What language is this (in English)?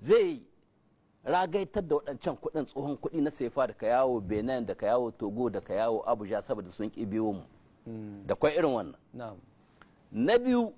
Hausa